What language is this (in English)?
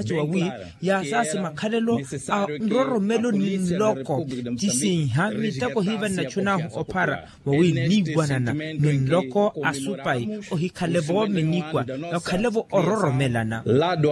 Makhuwa